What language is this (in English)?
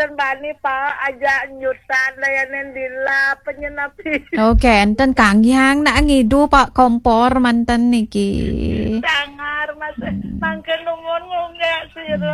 Balinese